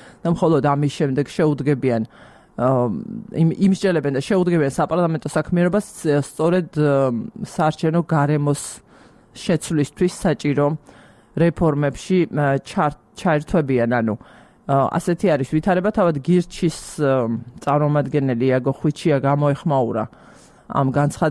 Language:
Georgian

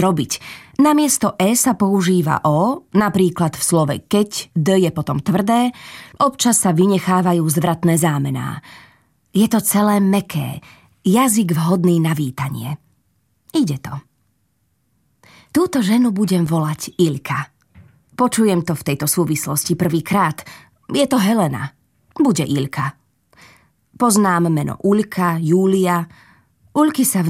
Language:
Slovak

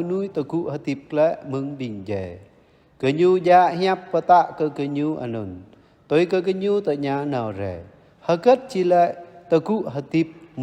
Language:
Jarai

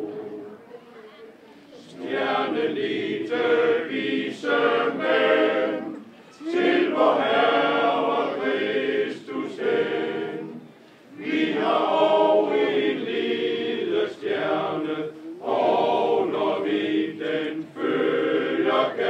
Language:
Danish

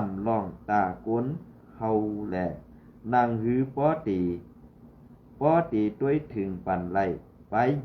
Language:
Shan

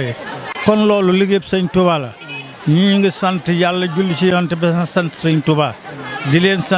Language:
Wolof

